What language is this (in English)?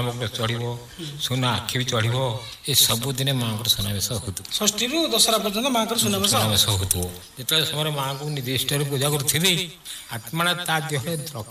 Odia